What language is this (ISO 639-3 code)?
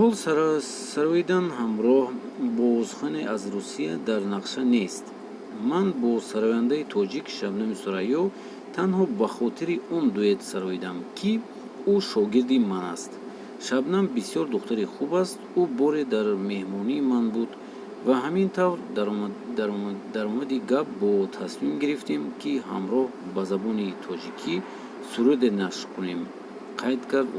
tgk